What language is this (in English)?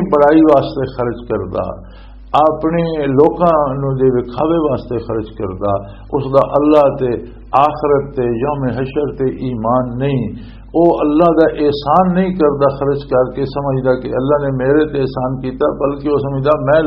Western Panjabi